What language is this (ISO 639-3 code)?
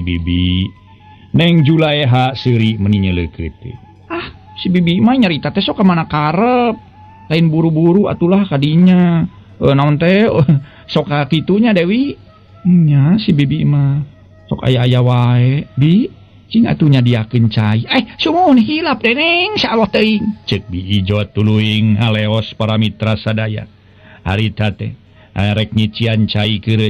sun